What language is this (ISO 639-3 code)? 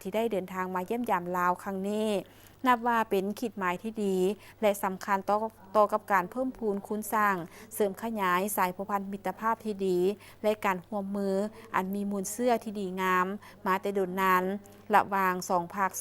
lao